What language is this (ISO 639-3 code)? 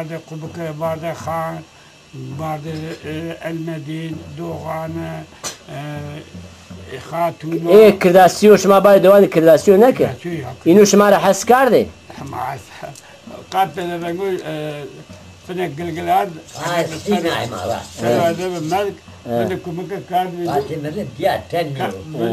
zza